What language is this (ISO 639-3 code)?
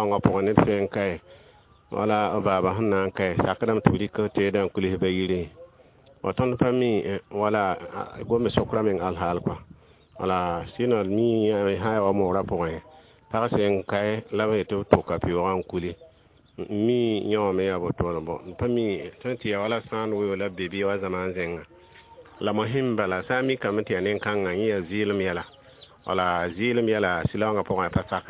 mos